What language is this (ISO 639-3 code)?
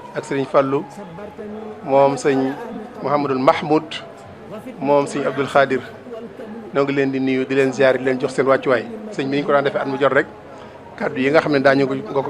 wol